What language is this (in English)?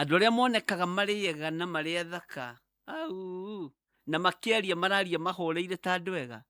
Kikuyu